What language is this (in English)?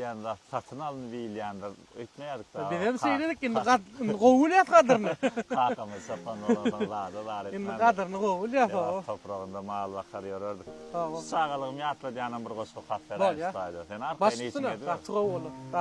Turkmen